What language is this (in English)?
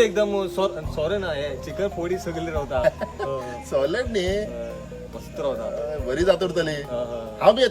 Konkani